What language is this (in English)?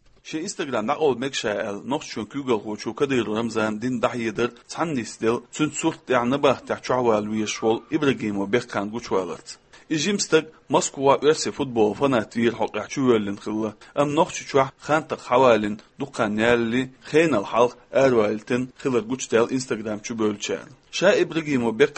Chechen